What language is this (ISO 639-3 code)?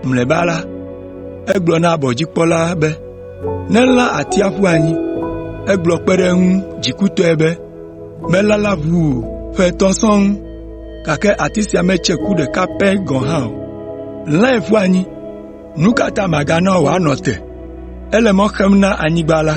ewe